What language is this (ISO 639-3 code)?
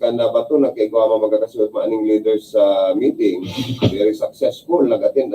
bik